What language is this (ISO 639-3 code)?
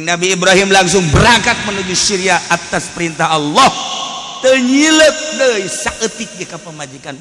sun